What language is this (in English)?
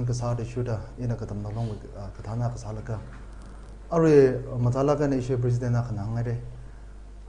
Tangkhul Naga (India)